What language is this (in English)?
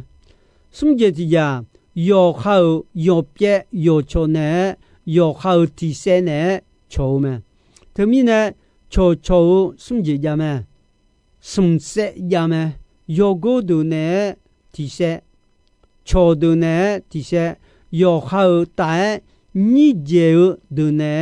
Akha